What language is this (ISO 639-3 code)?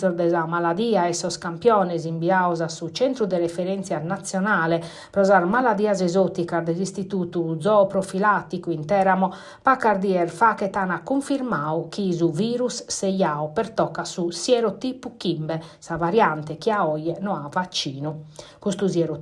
srd